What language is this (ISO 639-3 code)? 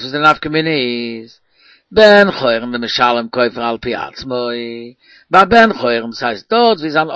yid